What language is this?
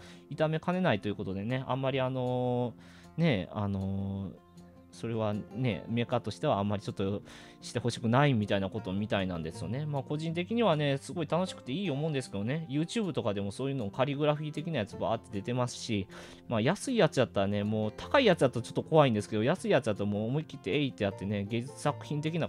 Japanese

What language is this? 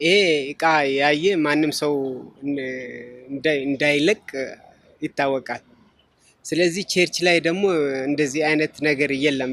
Amharic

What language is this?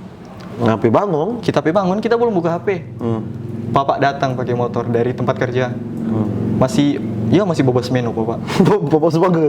Manado Malay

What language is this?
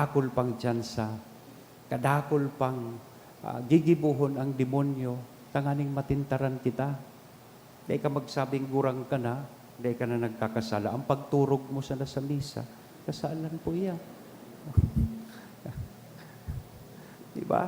Bikol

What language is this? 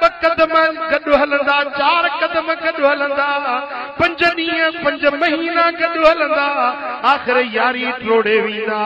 Sindhi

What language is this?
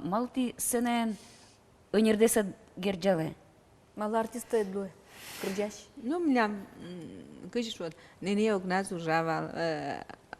Udmurt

